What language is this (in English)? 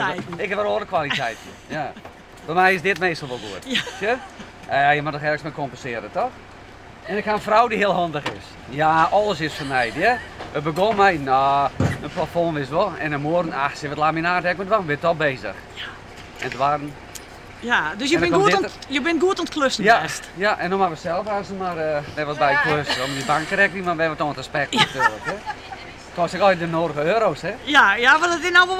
Western Frisian